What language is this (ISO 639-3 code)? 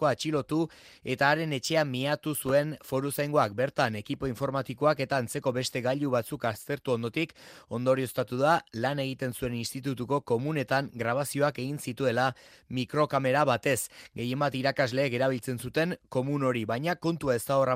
eus